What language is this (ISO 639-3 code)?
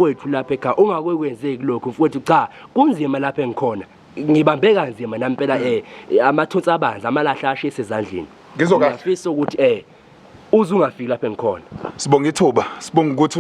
zul